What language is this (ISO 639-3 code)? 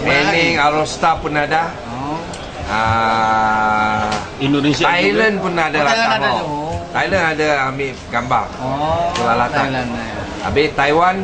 bjn